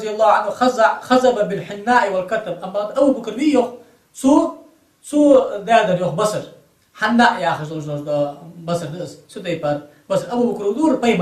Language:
Ingush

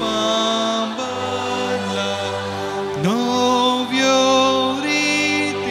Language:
Konkani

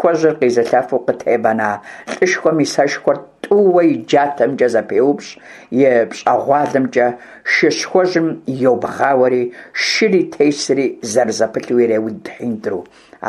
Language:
Kabardian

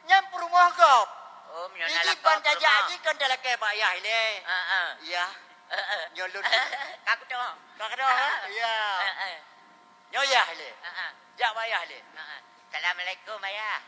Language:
Achinese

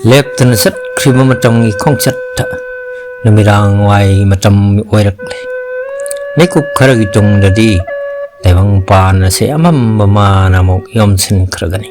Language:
Manipuri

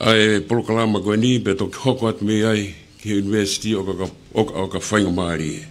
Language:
Tongan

